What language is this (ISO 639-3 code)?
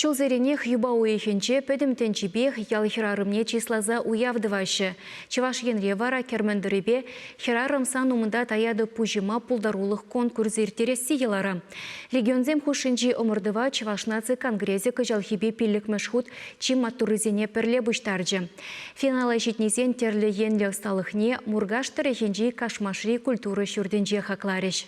chv